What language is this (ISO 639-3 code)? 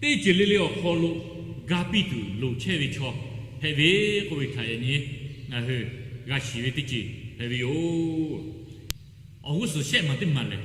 lhu